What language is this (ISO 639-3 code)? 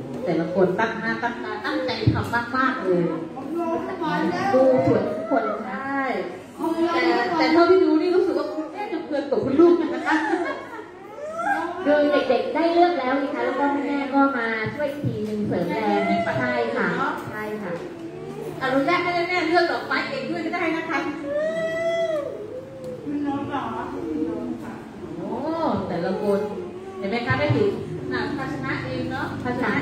tha